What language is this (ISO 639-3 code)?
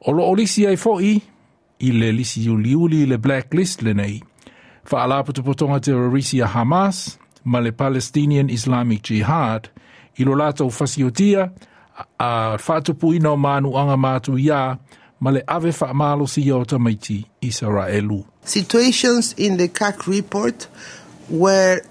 smo